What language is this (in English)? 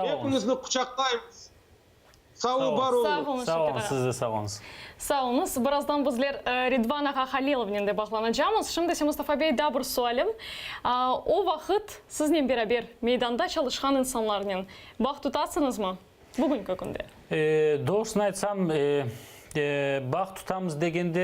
Crimean Tatar